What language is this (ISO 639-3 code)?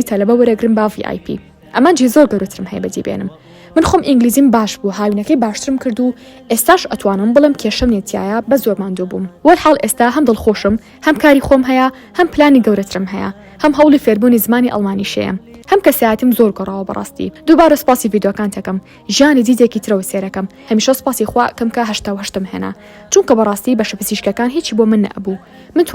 ckb